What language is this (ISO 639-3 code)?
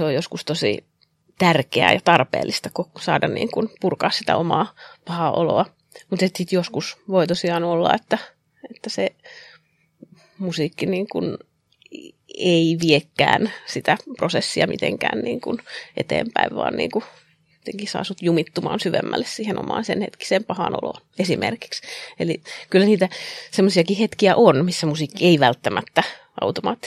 fin